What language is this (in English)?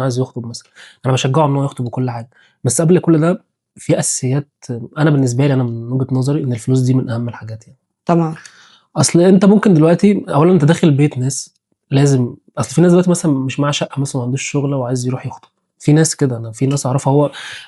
Egyptian Arabic